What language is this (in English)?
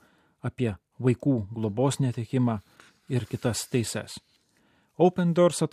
Lithuanian